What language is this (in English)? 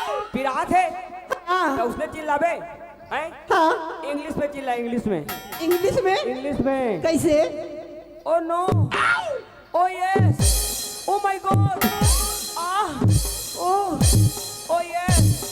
Chhattisgarhi